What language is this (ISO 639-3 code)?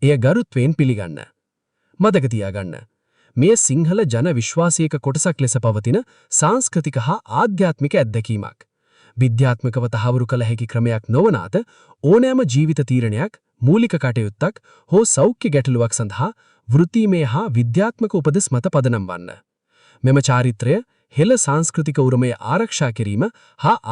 sin